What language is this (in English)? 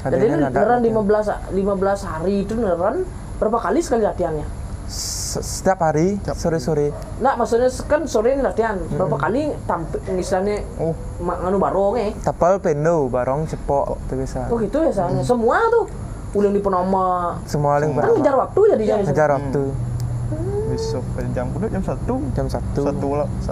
Indonesian